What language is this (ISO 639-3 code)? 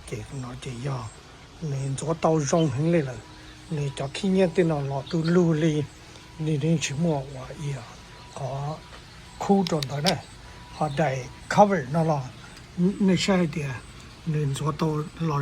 hmn